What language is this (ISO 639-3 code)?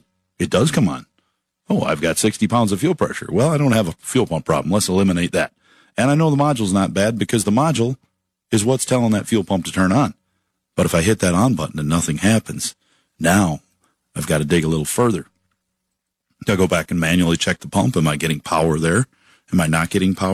eng